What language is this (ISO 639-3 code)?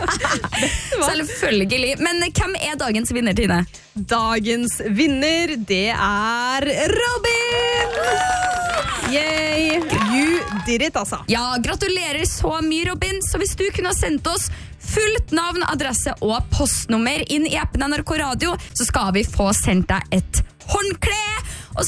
nor